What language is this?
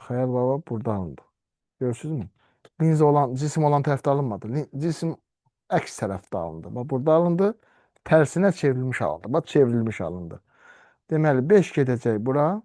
Azerbaijani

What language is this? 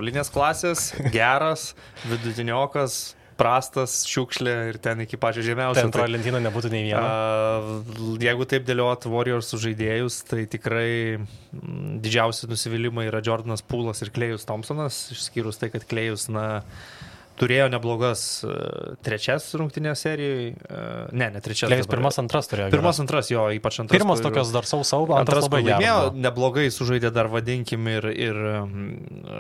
Lithuanian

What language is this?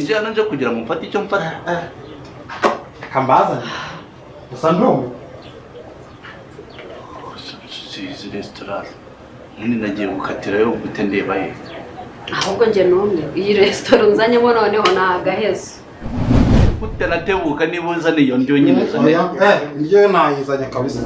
Kinyarwanda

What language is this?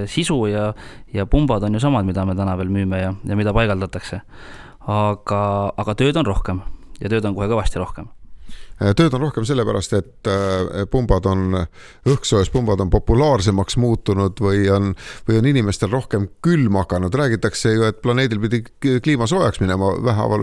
Estonian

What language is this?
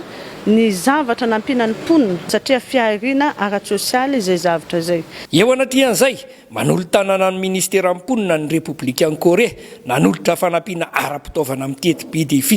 Malagasy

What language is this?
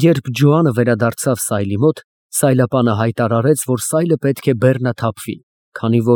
Armenian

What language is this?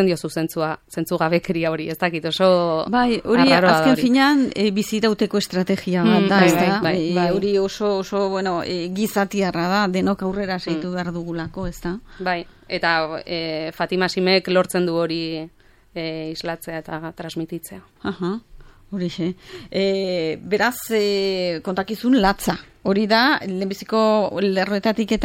Basque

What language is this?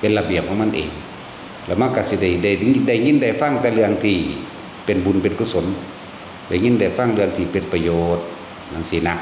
Northeastern Thai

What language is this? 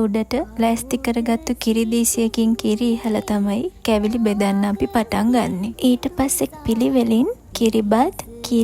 Sinhala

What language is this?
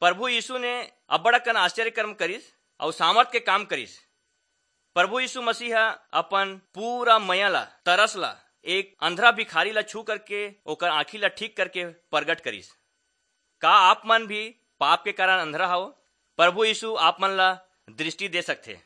Chhattisgarhi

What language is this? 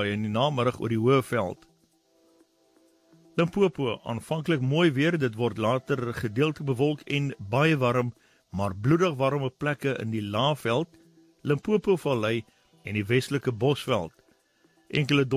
Afrikaans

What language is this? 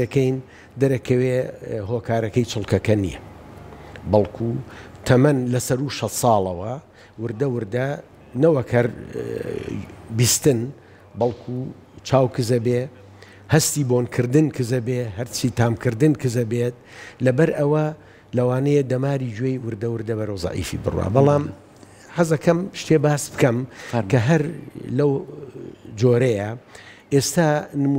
Central Kurdish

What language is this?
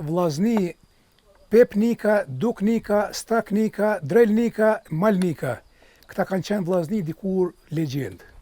Albanian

